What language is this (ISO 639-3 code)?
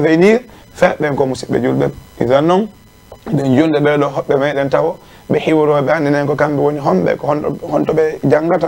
ful